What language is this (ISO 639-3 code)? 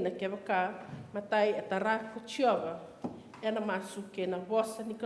fij